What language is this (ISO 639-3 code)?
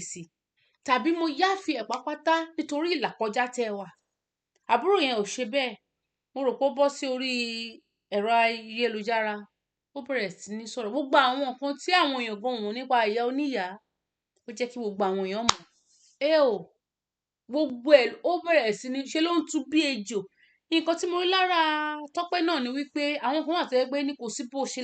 yor